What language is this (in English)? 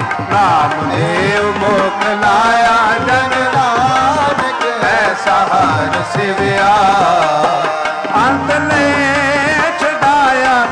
Punjabi